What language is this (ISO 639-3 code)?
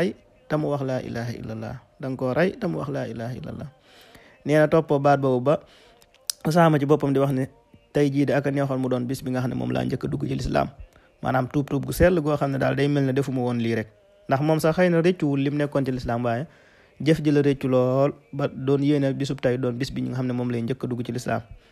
wol